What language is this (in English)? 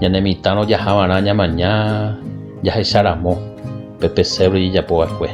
Guarani